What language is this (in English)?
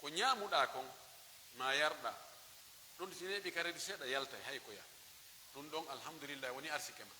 Pular